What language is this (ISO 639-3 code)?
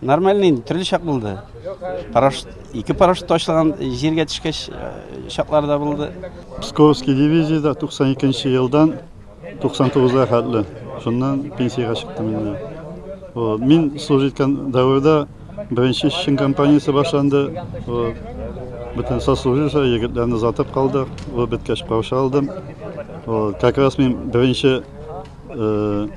tat